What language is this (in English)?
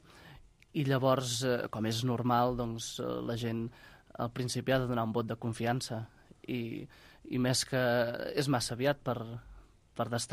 Catalan